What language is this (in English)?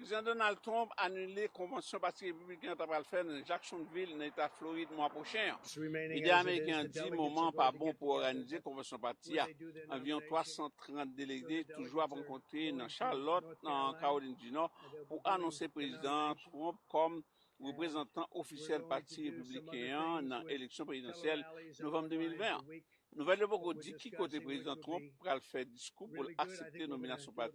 Haitian Creole